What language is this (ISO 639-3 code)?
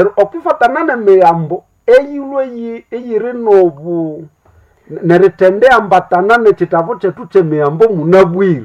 nnb